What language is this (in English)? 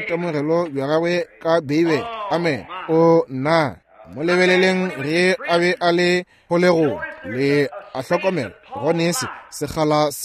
Northern Sotho